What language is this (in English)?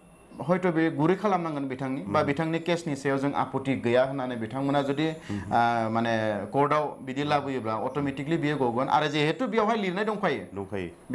Bodo